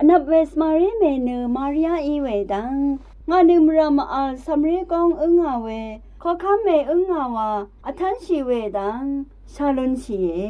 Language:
Rawang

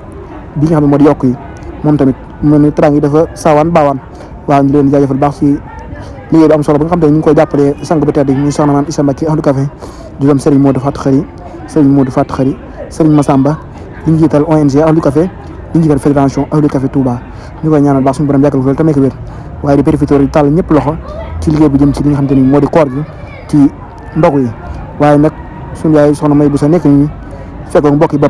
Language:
Wolof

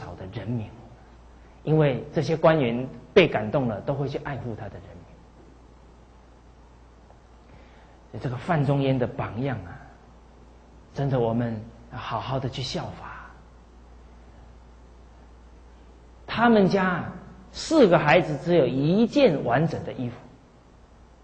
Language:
Chinese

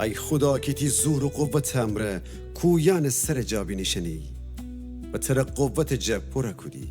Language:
Gilaki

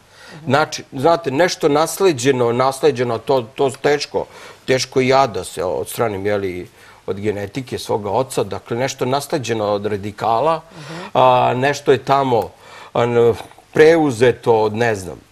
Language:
Serbian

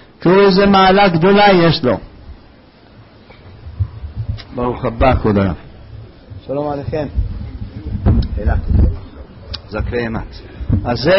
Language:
Hebrew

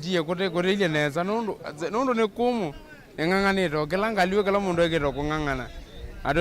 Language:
Kamba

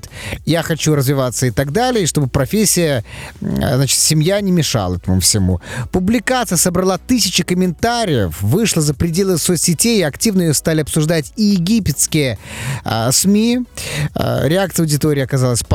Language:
Russian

